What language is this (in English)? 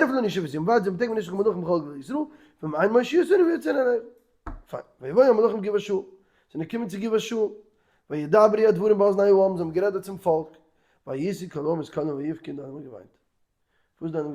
Yiddish